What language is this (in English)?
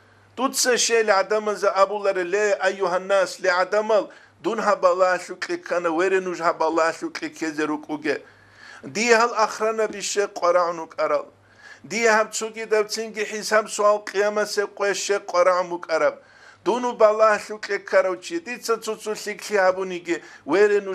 Avaric